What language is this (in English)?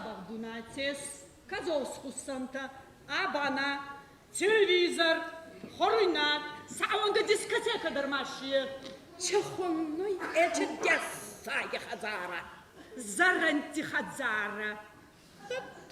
Ossetic